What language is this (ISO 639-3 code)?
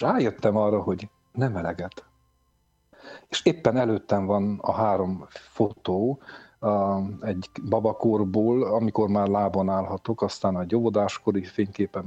hun